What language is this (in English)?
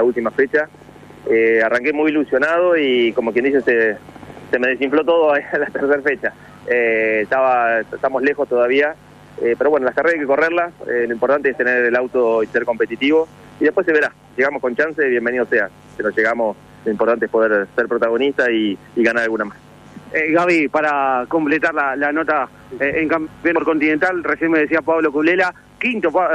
Spanish